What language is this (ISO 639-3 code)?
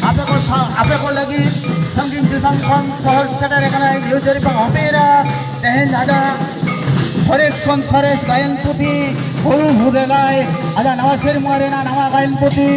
sat